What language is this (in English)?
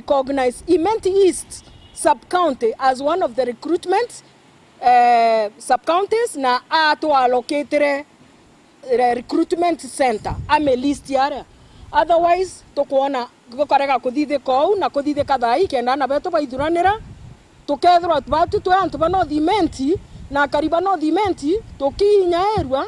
Meru